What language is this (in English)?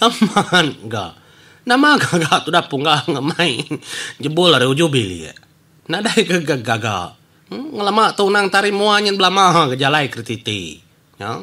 Iban